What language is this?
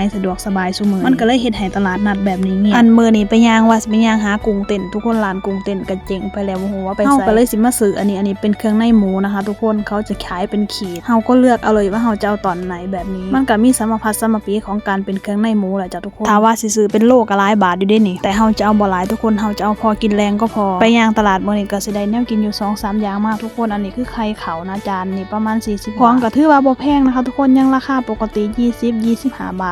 Lao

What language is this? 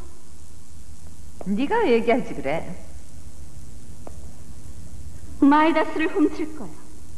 Korean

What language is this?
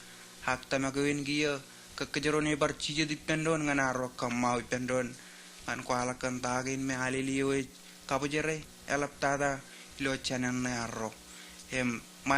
Marshallese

